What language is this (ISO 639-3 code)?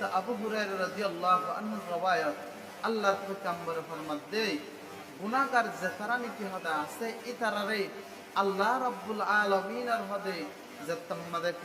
rhg